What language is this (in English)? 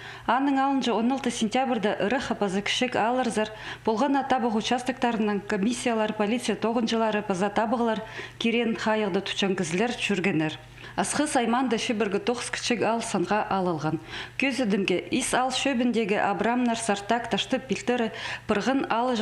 Khakas